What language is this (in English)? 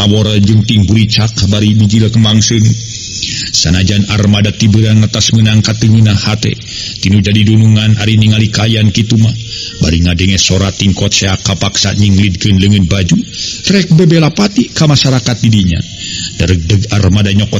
Sundanese